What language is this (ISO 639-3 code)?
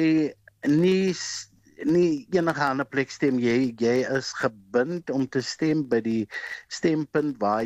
afr